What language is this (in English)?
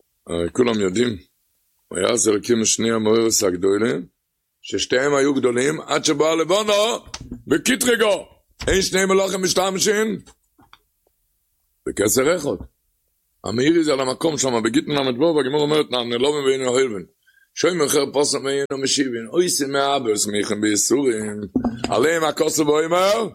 Hebrew